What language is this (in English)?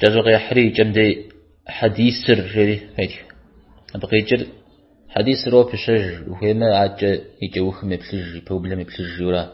Kabardian